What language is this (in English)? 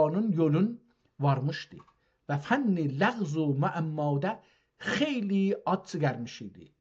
South Azerbaijani